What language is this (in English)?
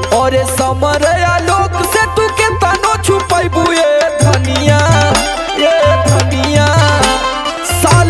Bhojpuri